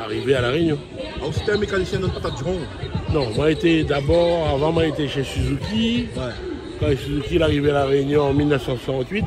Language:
Réunion Creole French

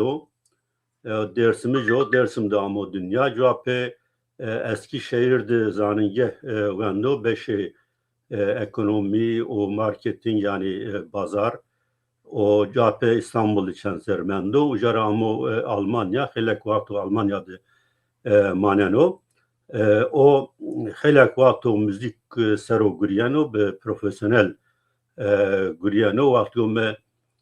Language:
Zaza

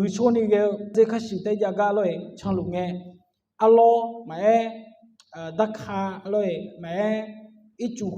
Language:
Akha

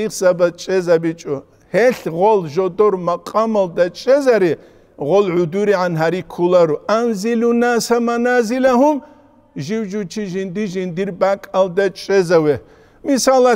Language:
Avaric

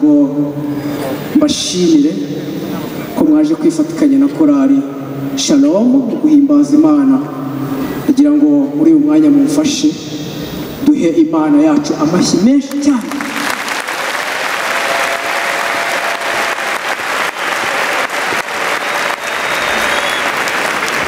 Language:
Kinyarwanda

